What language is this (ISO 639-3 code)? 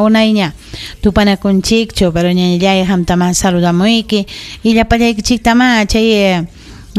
quy